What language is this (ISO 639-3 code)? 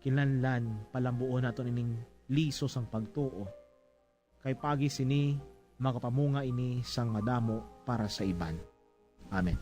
hil